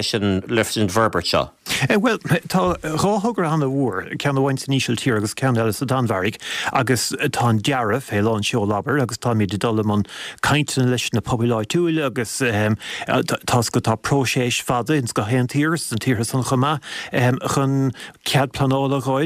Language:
Irish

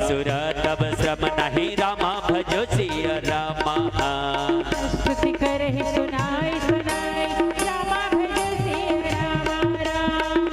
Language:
Chhattisgarhi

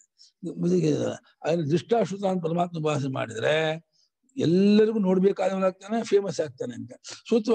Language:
Kannada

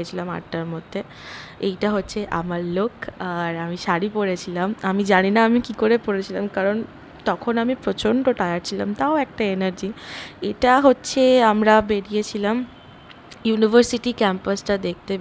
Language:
Bangla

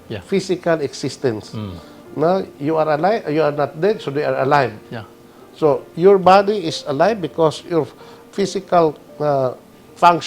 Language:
Cebuano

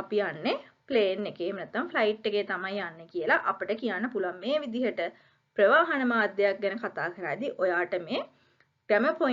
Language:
Sinhala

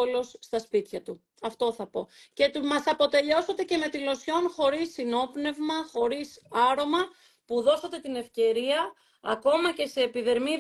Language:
Greek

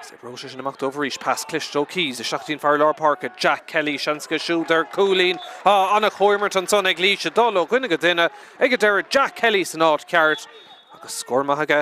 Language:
Irish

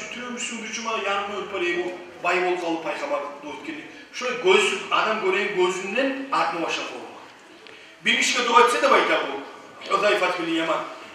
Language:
Kumyk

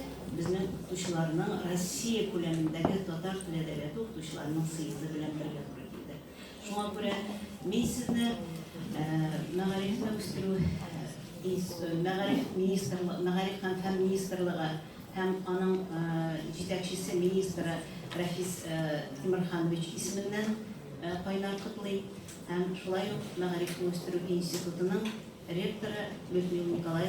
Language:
Tatar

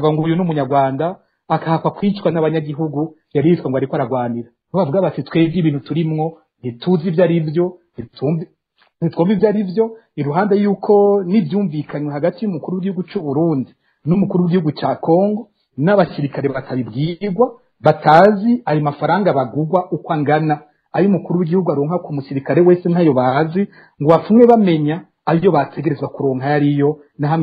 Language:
Rundi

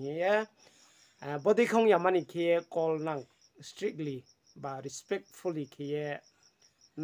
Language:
Riang (India)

